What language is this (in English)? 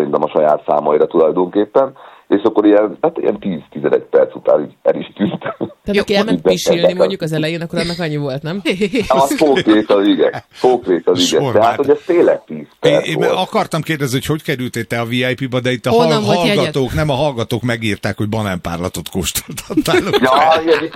Hungarian